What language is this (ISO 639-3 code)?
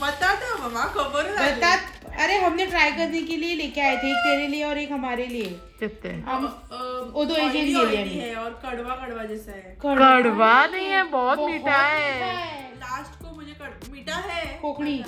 kok